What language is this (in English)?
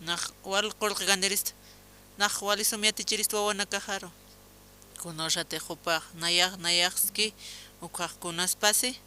Aymara